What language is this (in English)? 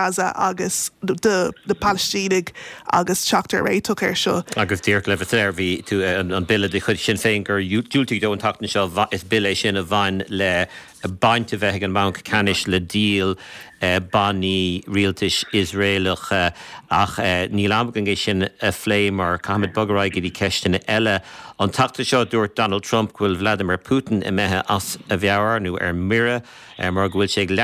Irish